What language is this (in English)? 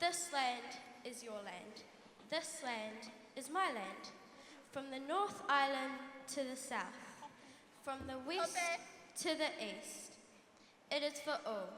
Māori